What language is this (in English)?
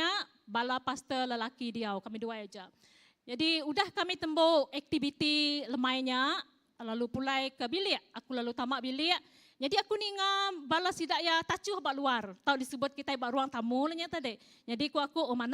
Iban